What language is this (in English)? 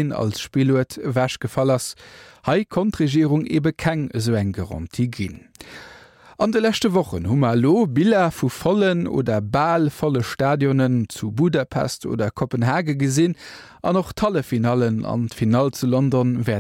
Luxembourgish